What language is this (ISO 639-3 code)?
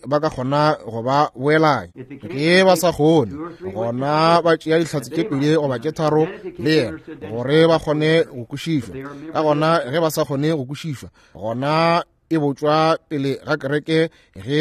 nso